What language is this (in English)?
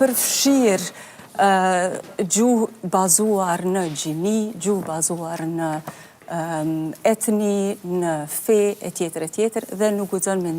Albanian